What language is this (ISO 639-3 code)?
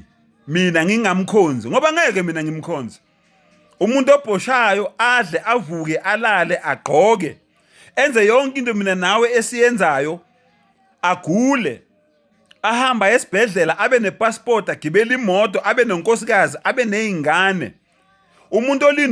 zul